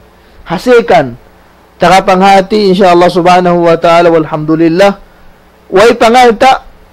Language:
Tausug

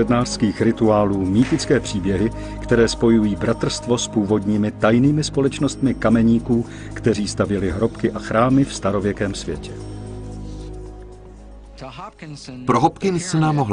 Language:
Czech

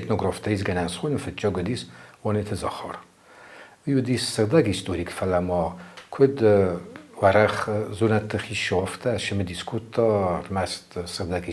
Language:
Ossetic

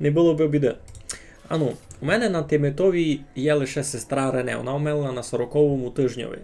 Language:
Rusyn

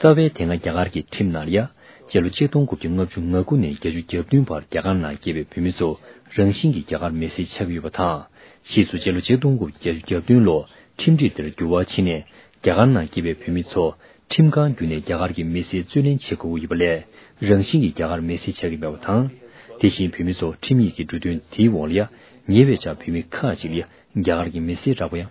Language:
Tibetan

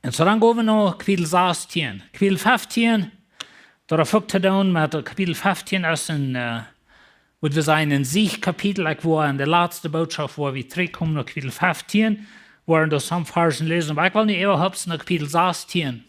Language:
Plautdietsch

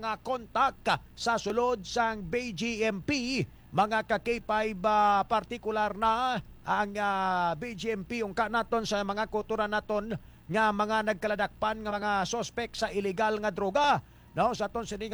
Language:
Hiligaynon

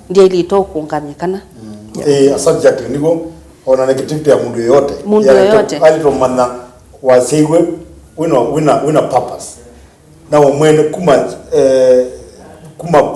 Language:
Kamba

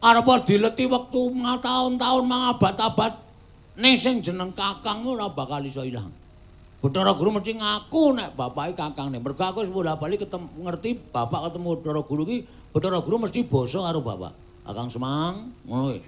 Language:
Javanese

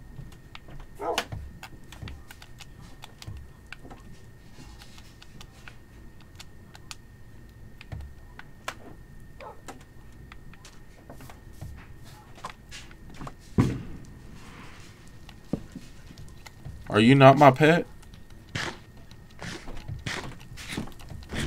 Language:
English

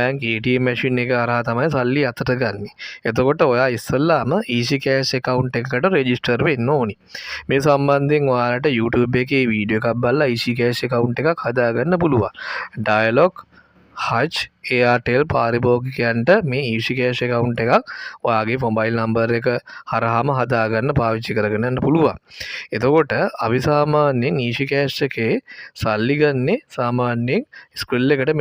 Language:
Sinhala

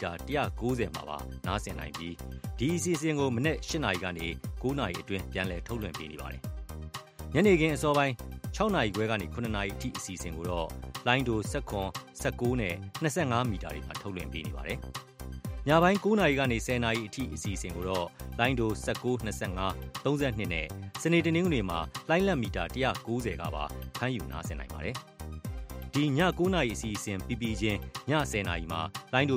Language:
Burmese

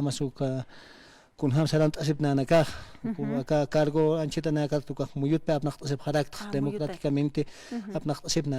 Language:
Aymara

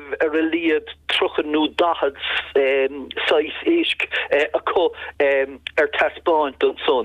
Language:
Irish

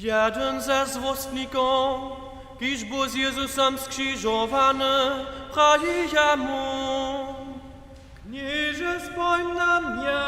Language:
Upper Sorbian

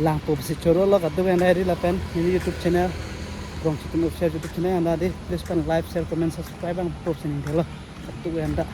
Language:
Karbi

